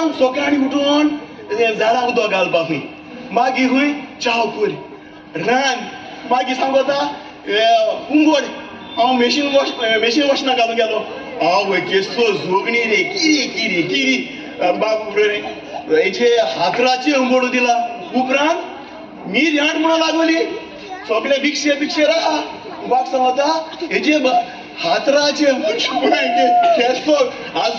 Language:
Konkani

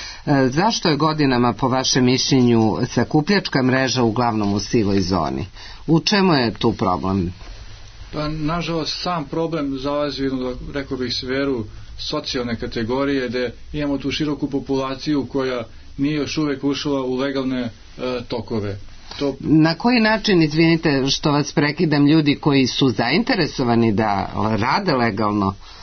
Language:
Serbian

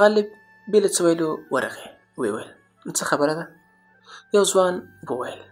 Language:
Pashto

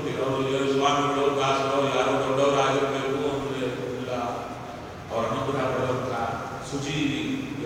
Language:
Kannada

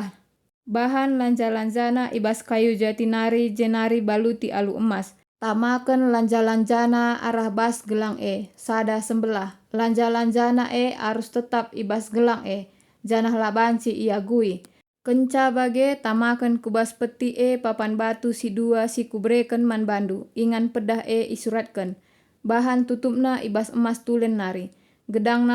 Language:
Batak Karo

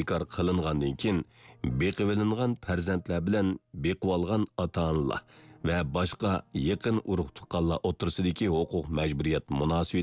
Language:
Uyghur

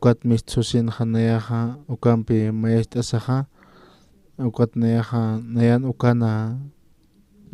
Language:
Aymara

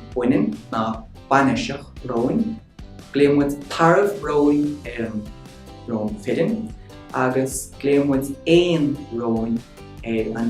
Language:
Irish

